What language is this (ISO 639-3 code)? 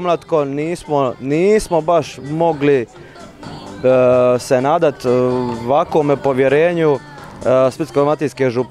hrv